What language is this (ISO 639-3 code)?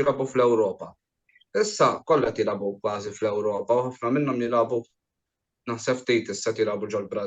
mlt